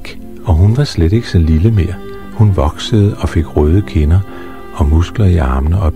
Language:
Danish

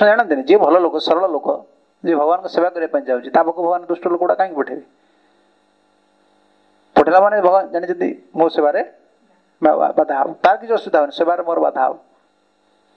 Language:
Odia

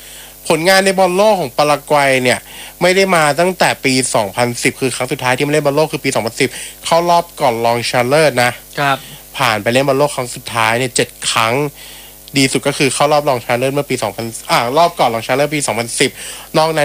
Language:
Thai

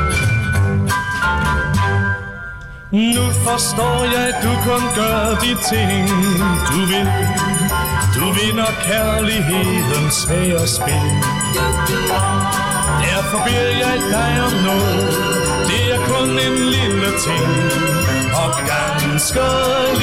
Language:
Danish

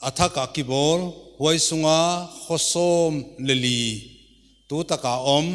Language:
Paite Chin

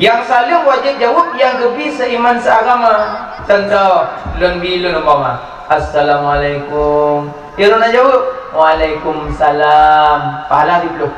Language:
Achinese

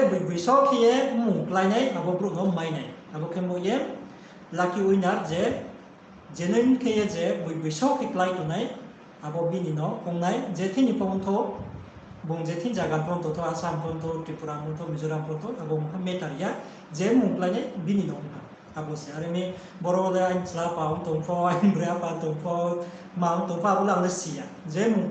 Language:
Riang (India)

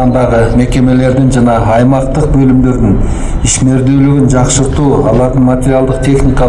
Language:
Kyrgyz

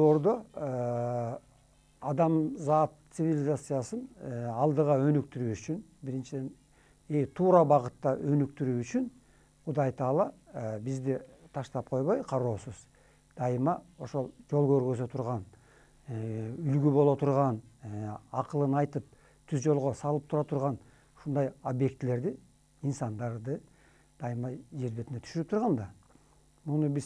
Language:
Kyrgyz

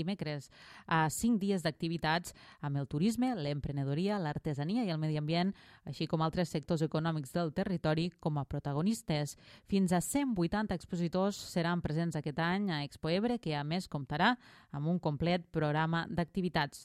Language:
Catalan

